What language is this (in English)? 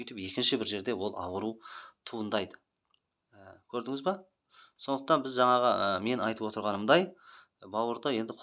Kazakh